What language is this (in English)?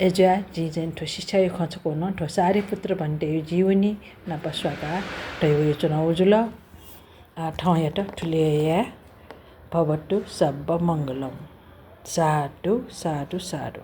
Newari